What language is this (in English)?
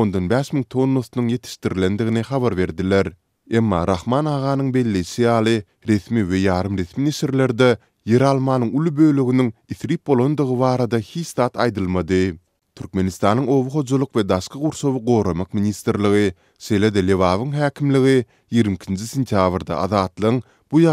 Turkmen